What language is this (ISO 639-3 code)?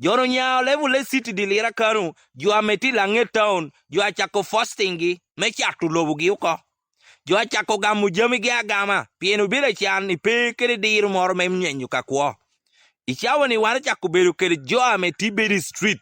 ach